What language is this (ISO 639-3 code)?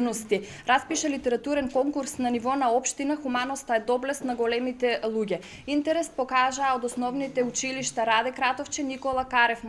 mkd